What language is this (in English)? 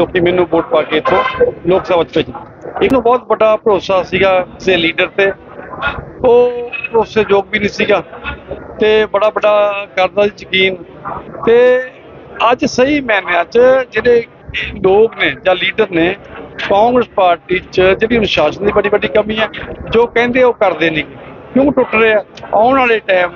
Punjabi